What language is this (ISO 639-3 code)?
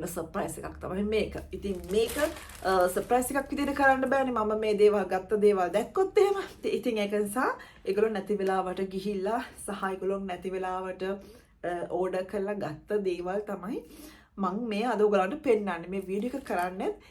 sin